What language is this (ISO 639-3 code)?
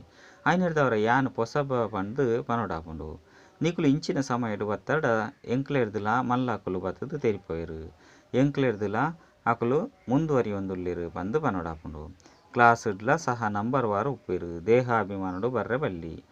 tcy